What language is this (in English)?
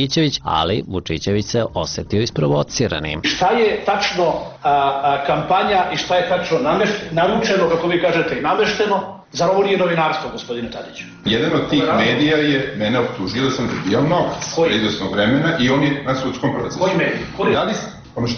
Serbian